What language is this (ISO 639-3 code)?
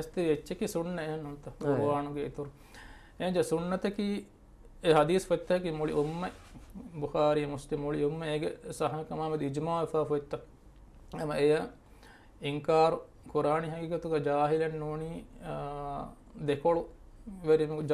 div